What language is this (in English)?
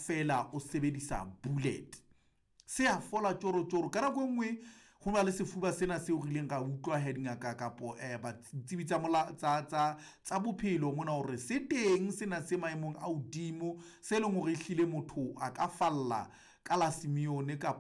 Southern Sotho